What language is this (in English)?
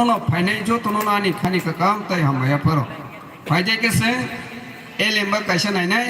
Kok Borok